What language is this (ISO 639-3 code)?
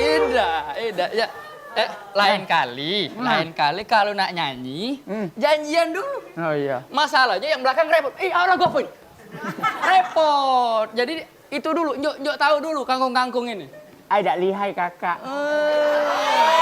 mui